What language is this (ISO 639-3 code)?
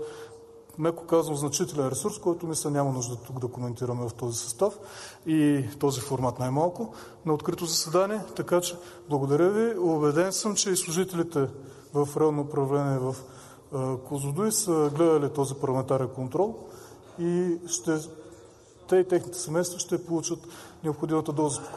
bul